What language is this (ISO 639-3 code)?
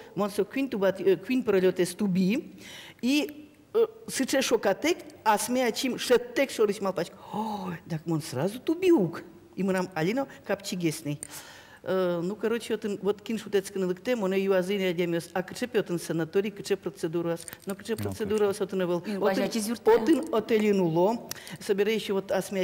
udm